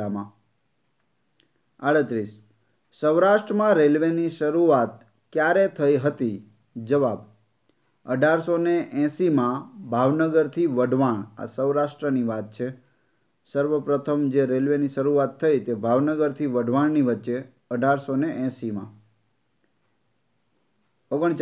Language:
Gujarati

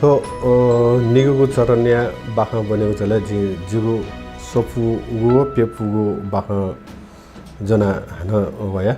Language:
Newari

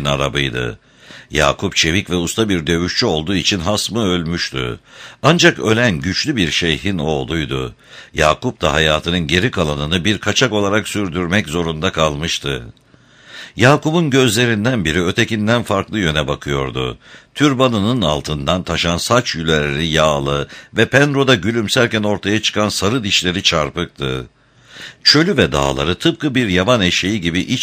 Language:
Turkish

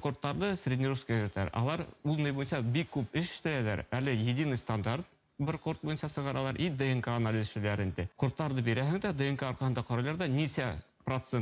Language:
Bashkir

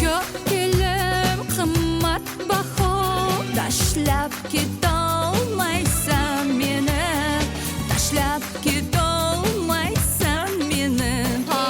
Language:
Kara-Kalpak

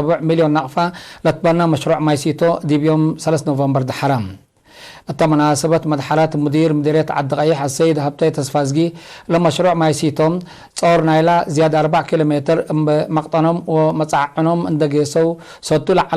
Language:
Tigre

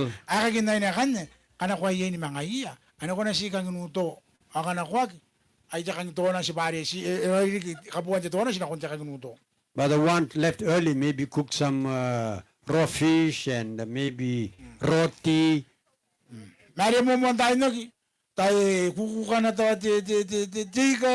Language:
Gilbertese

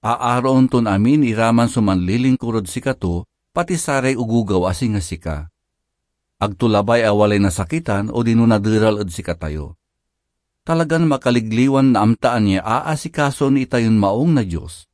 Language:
Pangasinan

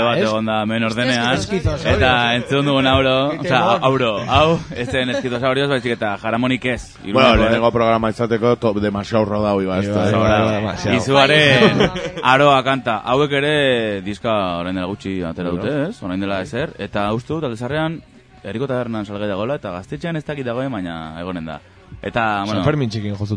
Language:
Basque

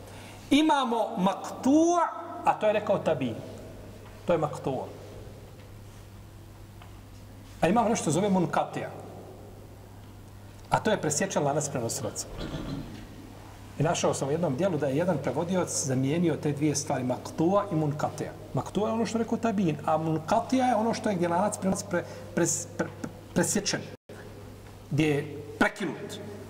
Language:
Bosnian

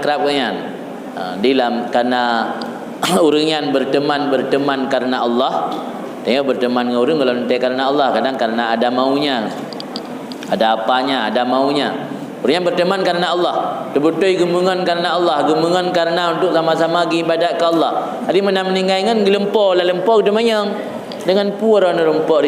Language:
Achinese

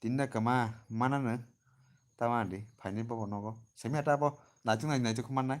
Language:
Kok Borok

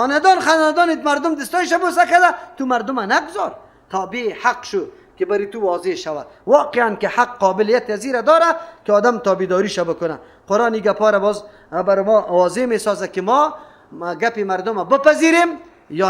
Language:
Persian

